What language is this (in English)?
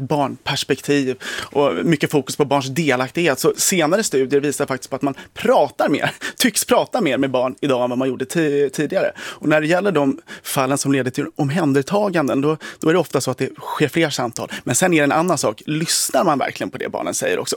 Swedish